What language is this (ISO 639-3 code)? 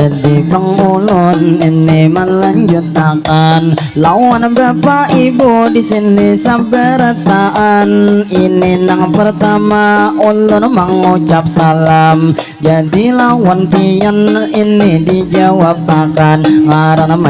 bjn